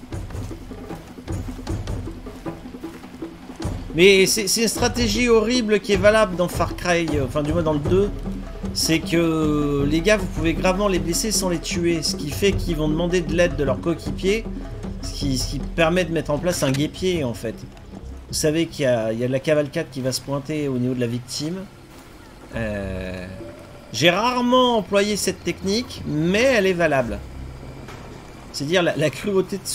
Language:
French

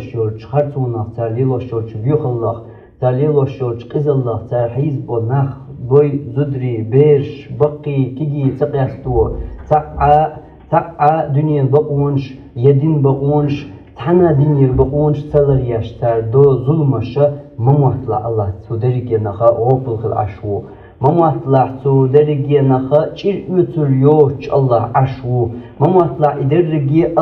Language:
Chechen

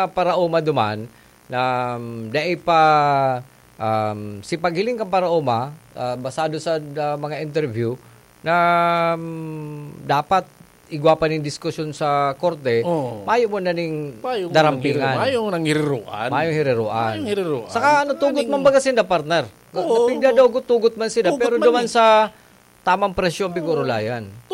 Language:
Bikol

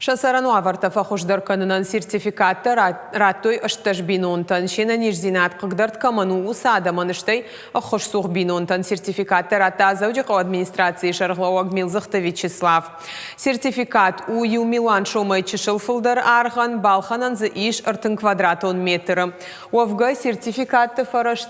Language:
Ossetic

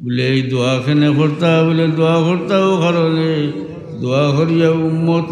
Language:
Sylheti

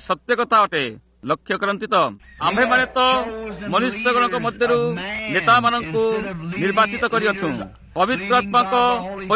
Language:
Odia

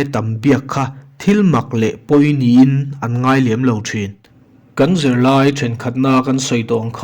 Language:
Mizo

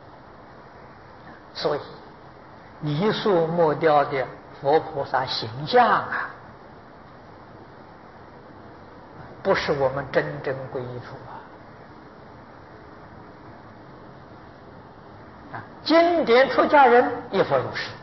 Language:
Chinese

